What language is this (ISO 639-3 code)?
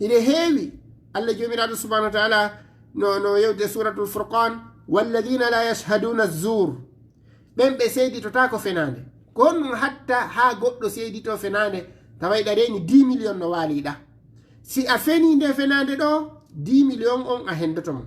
ful